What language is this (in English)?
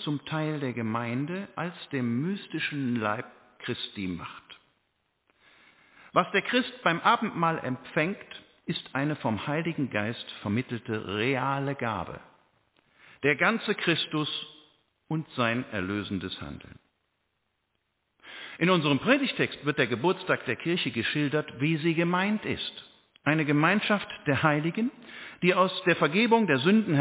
German